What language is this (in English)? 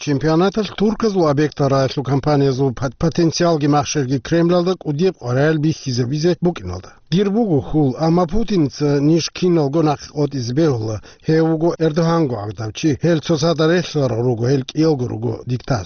Avaric